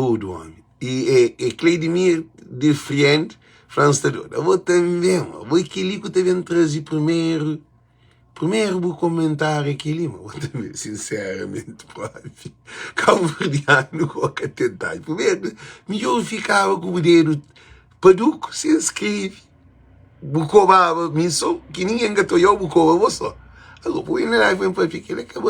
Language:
Kabuverdianu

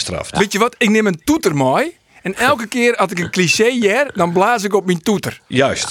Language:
Western Frisian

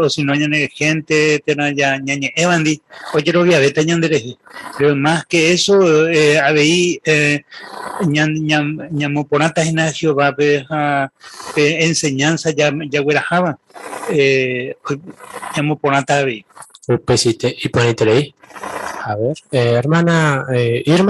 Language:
Guarani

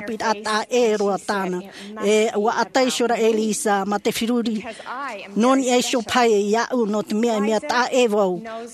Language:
Tahitian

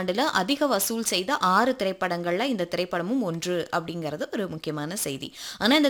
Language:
Tamil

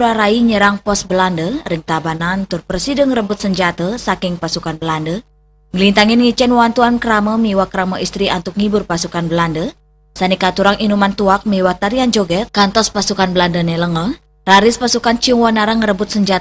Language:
Balinese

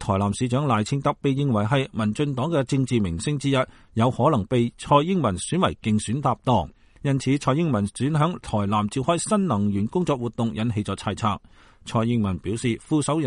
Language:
Cantonese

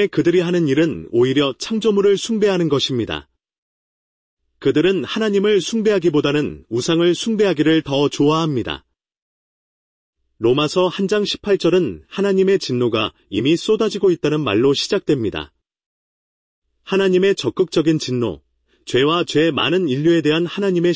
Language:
Korean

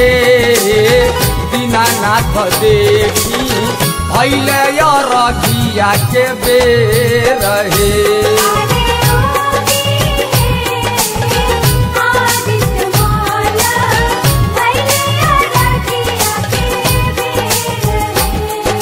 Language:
Bhojpuri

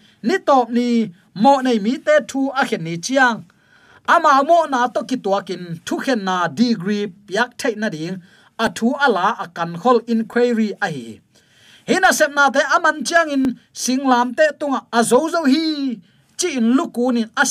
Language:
Tedim Chin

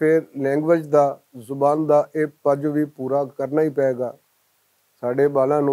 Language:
Western Panjabi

